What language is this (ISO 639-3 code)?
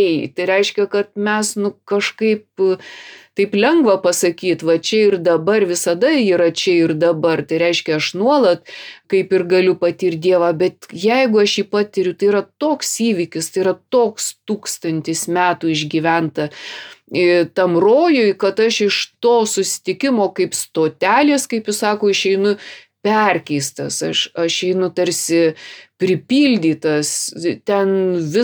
lit